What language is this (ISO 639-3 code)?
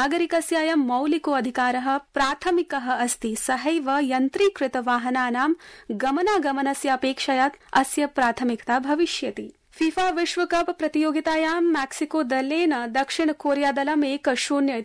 san